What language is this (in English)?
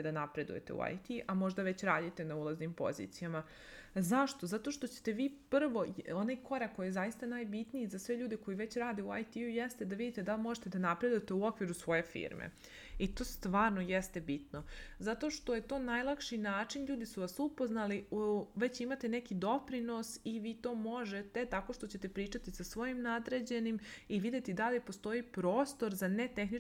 Serbian